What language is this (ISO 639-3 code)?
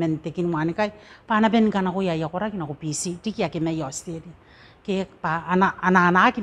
gil